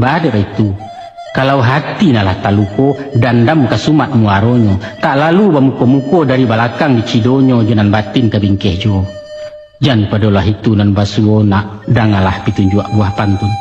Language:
Minangkabau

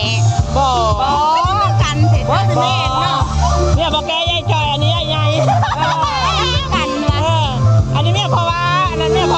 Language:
Lao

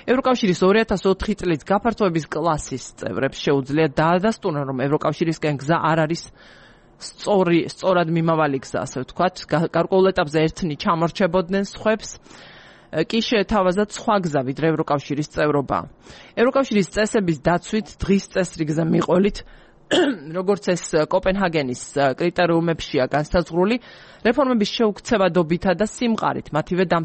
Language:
Georgian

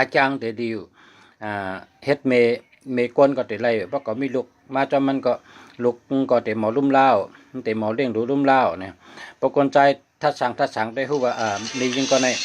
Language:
Shan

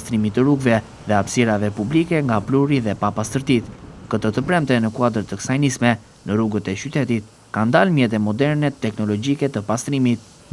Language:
Albanian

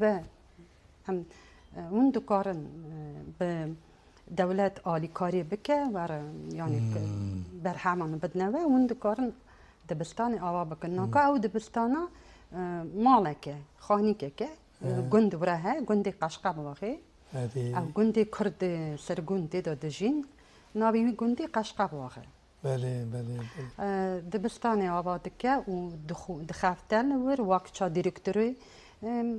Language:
Kurdish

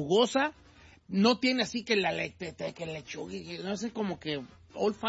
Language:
Spanish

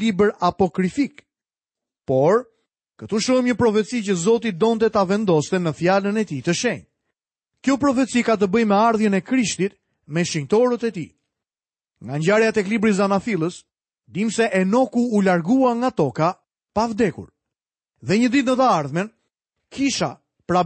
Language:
Albanian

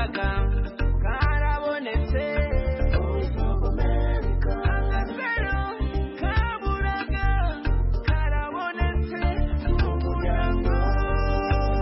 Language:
Kinyarwanda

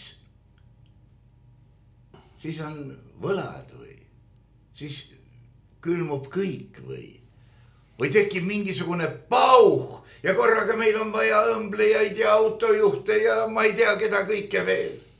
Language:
Estonian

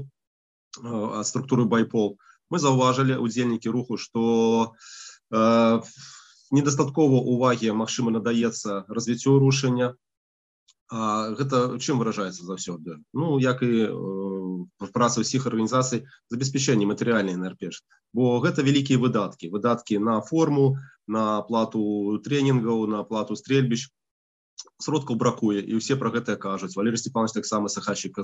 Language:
Belarusian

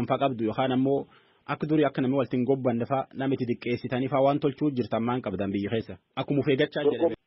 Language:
Oromo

